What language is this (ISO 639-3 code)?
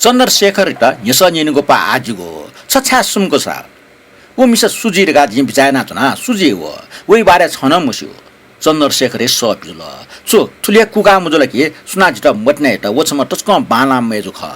new